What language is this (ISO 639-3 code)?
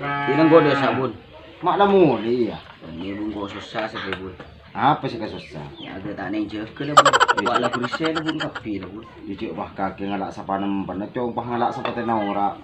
mad